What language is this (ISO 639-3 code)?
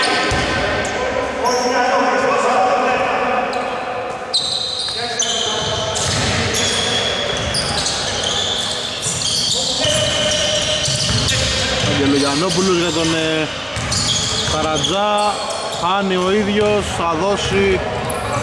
ell